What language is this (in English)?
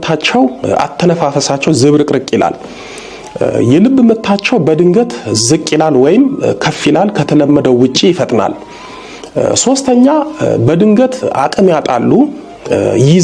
Amharic